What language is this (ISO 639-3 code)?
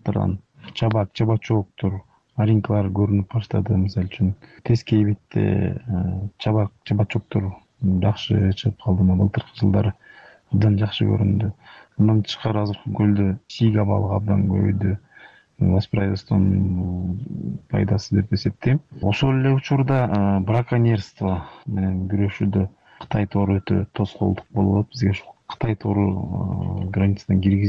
kir